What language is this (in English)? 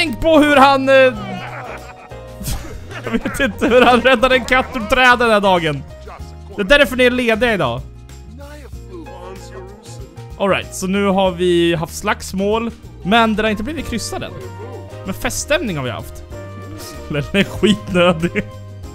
Swedish